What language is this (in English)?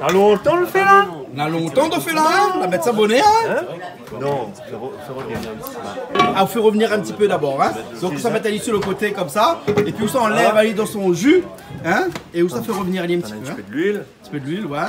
Réunion Creole French